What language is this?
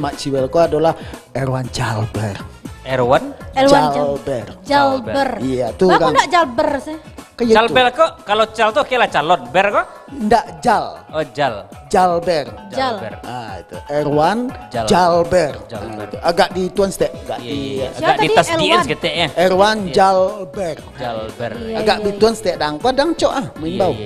Minangkabau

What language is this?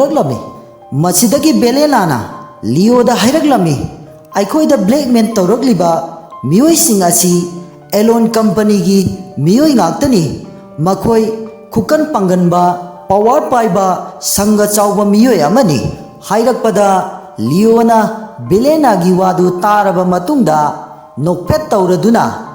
Manipuri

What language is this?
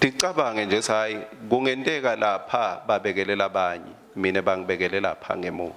Swati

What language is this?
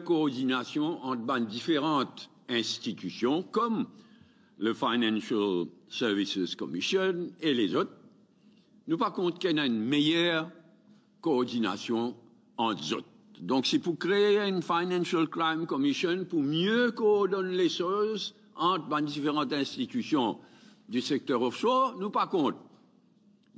Morisyen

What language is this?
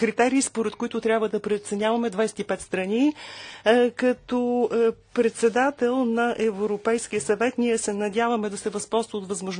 Bulgarian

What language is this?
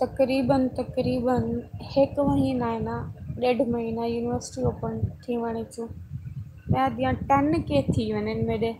Saraiki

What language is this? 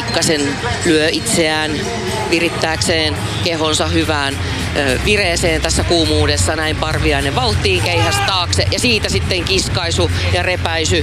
Finnish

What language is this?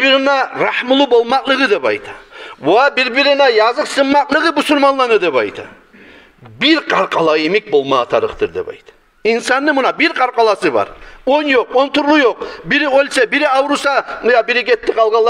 Kumyk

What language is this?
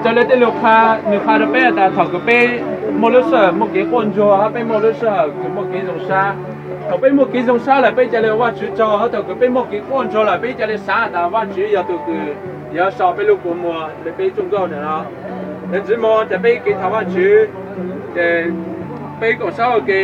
Hmong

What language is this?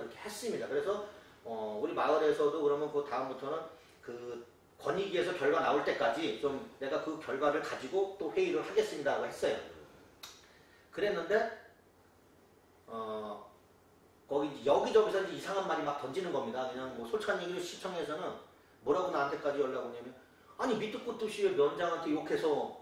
Korean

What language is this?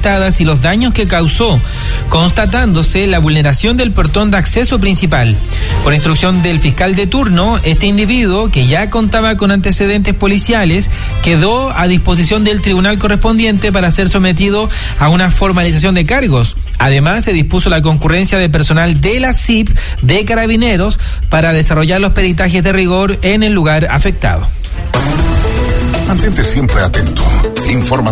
Spanish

